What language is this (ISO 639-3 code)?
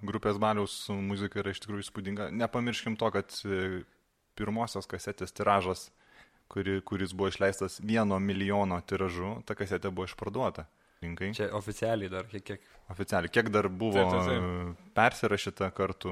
lit